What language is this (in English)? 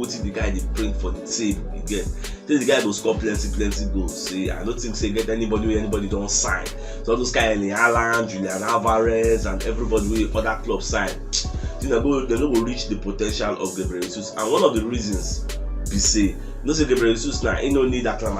Nigerian Pidgin